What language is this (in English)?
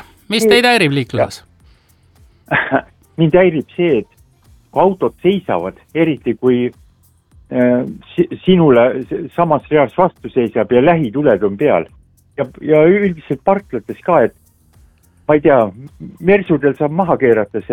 Estonian